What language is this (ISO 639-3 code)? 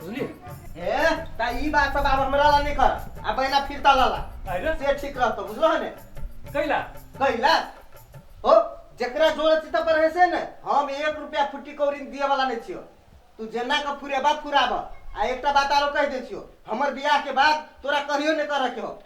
mai